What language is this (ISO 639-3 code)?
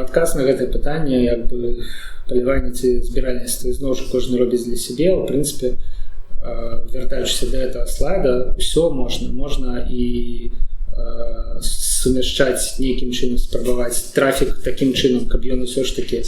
bel